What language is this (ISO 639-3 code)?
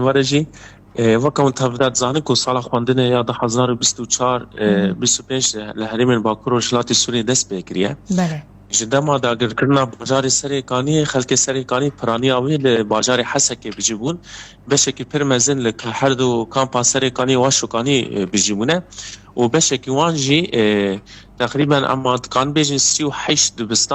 kur